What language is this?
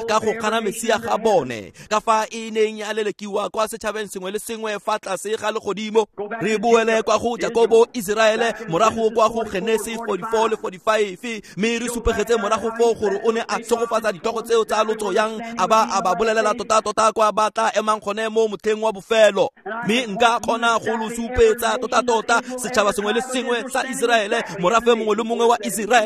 Tswana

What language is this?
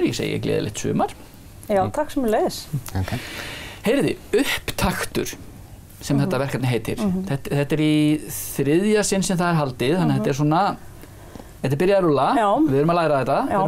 Icelandic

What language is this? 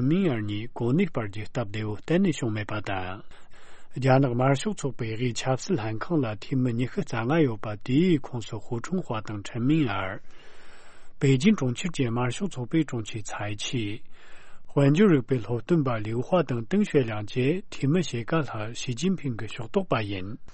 Tibetan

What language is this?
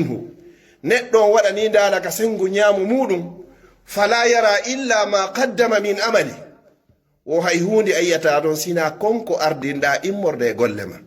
Pular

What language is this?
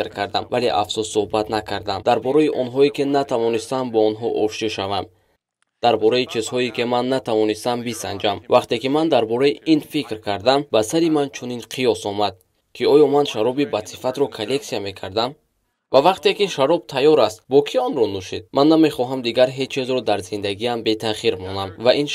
Tajik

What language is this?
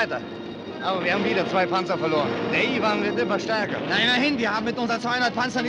German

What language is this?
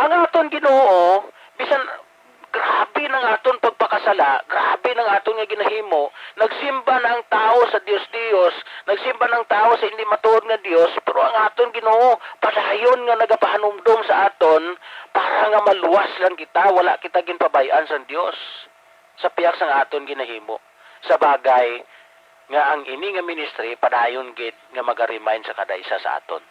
Hiligaynon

